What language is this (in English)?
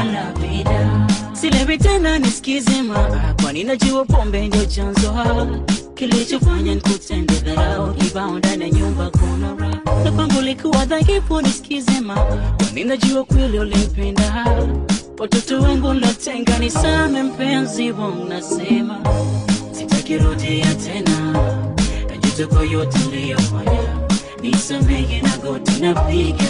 Swahili